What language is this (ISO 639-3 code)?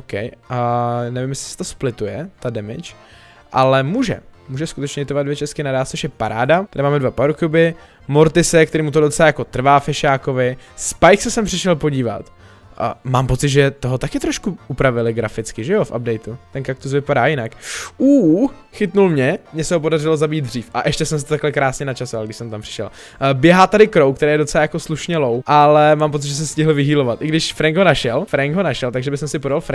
ces